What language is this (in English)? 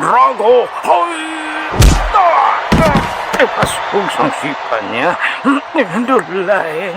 Hiligaynon